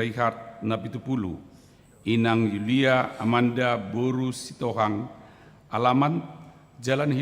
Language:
Batak Toba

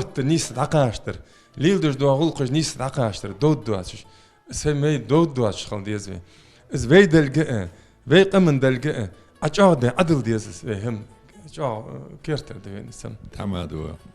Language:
Ingush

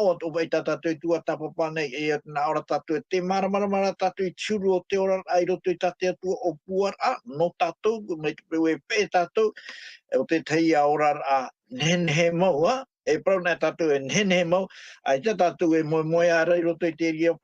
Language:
Tahitian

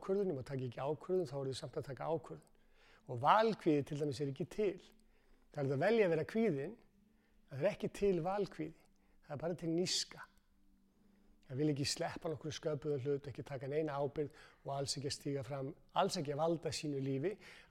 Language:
Icelandic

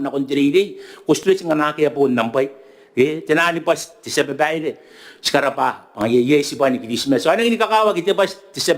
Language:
Gilbertese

